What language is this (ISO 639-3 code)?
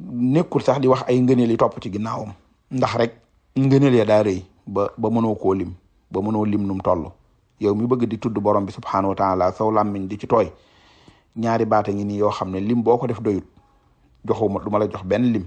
wol